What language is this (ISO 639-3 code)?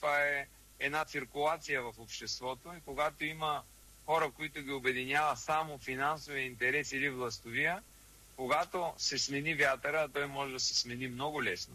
bul